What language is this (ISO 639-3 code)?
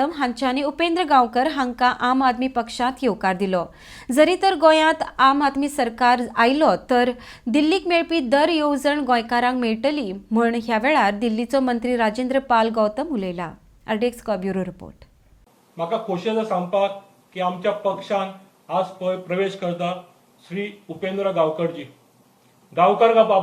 kok